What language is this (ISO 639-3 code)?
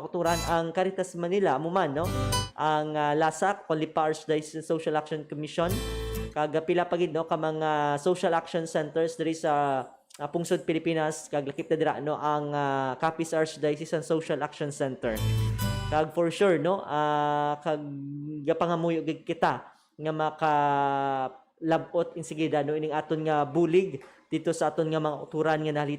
hil